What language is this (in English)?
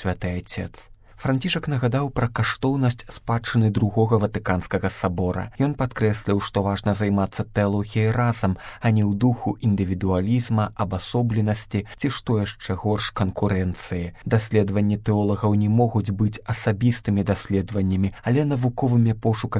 Belarusian